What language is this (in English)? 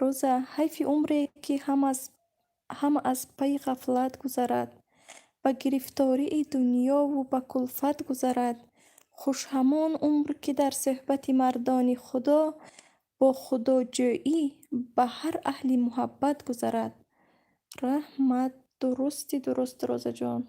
Tajik